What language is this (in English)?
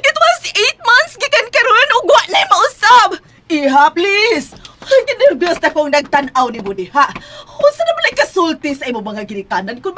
Cebuano